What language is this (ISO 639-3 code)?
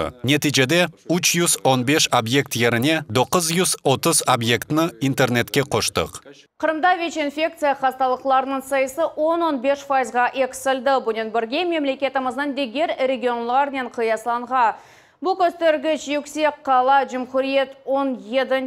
crh